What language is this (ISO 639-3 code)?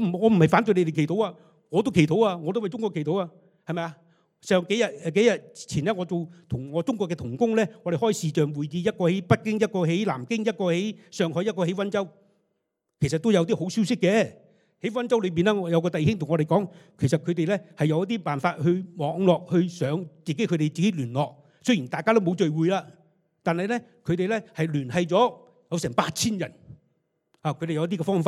yue